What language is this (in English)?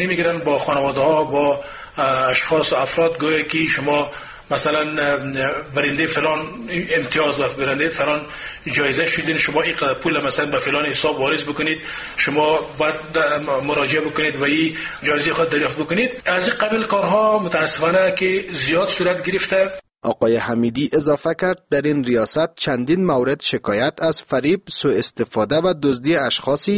Persian